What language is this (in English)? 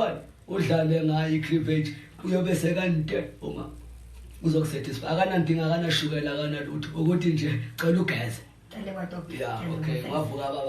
Zulu